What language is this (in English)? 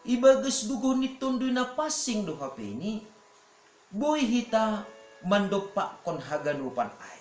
Batak Simalungun